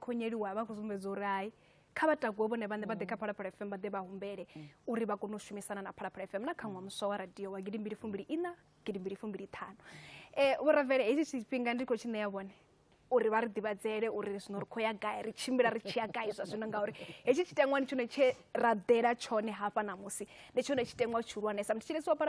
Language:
Venda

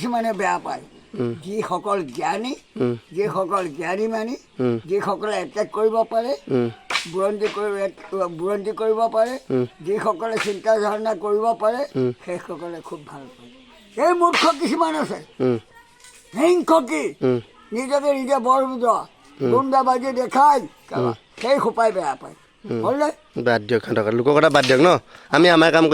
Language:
Assamese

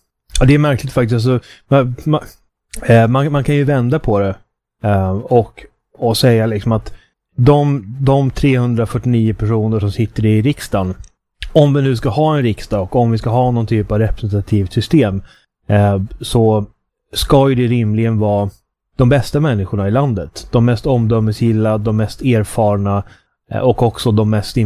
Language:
Swedish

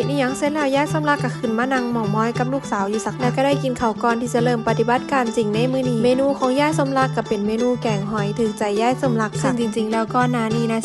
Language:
Northeastern Thai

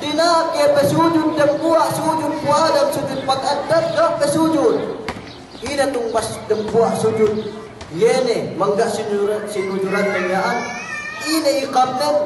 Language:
Yakan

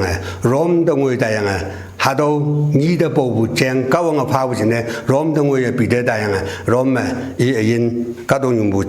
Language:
Konyak Naga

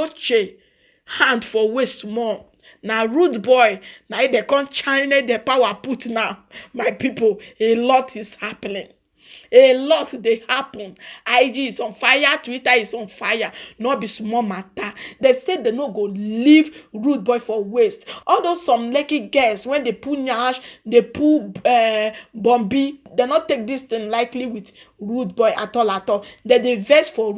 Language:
Nigerian Pidgin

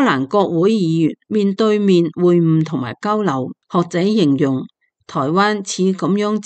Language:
Cantonese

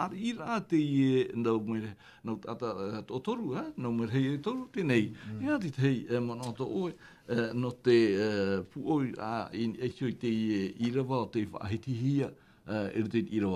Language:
Tahitian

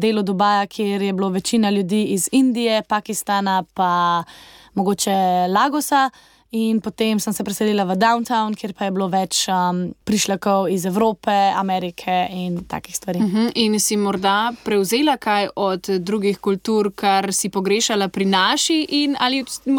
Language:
Slovenian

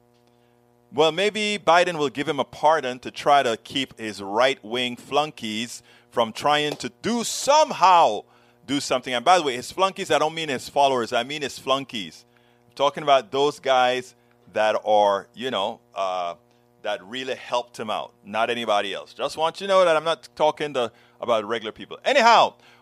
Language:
English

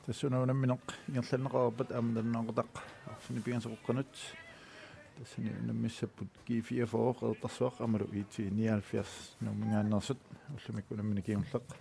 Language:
Kalaallisut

